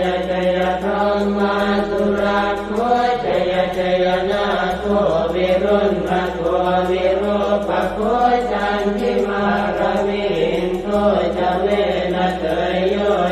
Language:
Pali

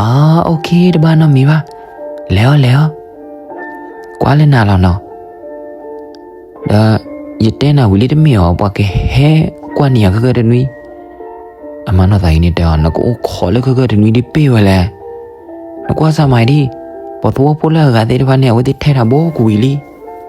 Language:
S'gaw Karen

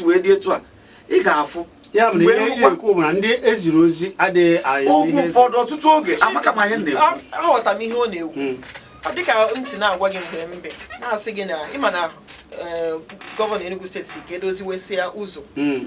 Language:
Igbo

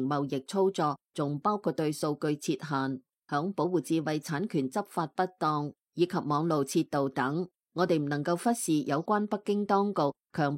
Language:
Cantonese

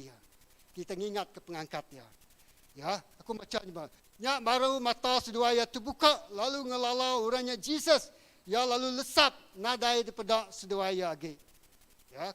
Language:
Iban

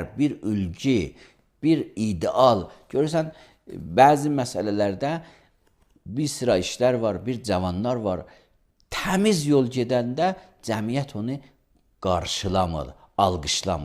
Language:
Azerbaijani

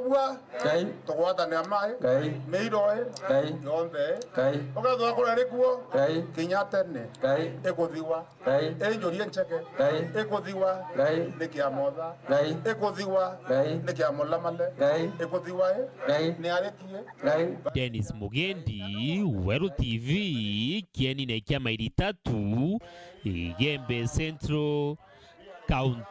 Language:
Meru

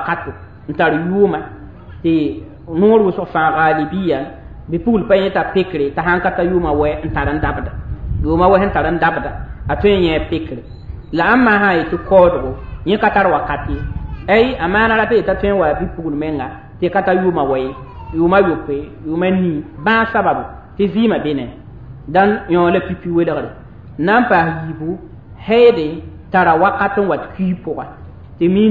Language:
Mossi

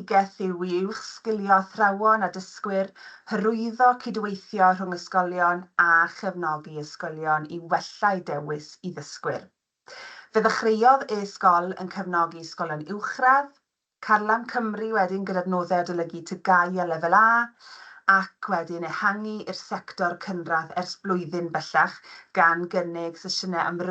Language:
Welsh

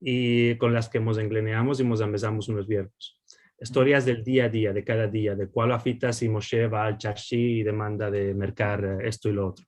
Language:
Ladino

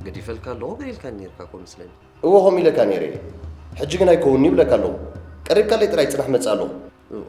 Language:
Tigrinya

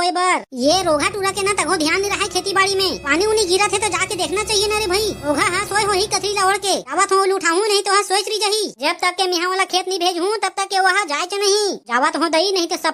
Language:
Chhattisgarhi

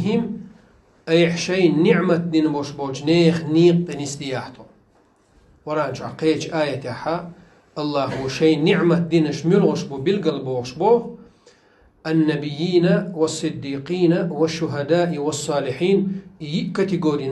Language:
Chechen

